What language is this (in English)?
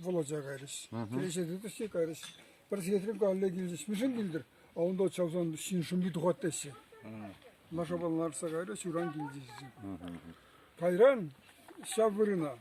Chuvash